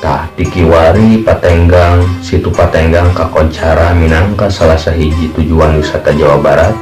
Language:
Sundanese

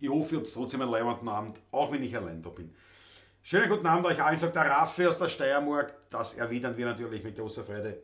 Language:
Bavarian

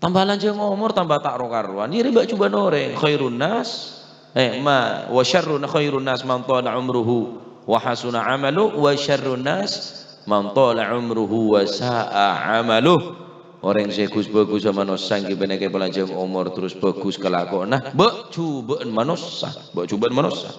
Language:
Madurese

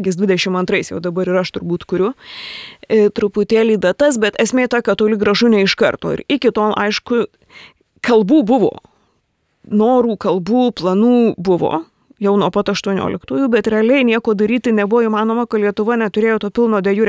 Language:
Lithuanian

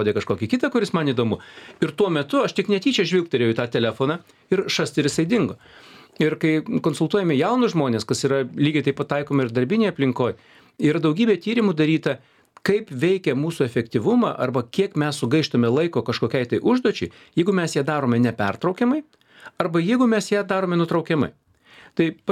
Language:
Lithuanian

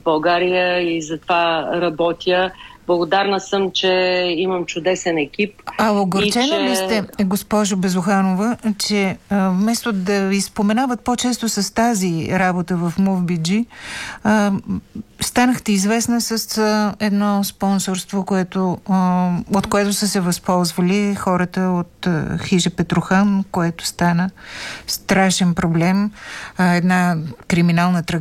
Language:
Bulgarian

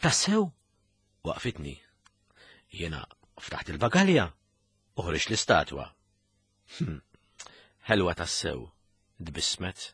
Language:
Maltese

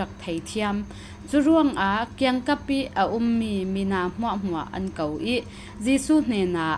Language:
Falam Chin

